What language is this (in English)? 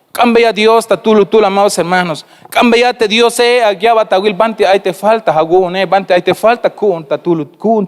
Tzeltal